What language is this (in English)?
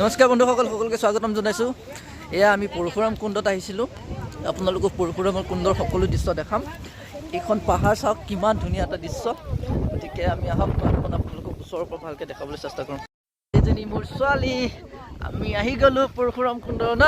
Assamese